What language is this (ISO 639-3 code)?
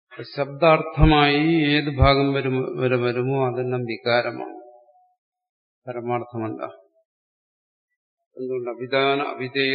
mal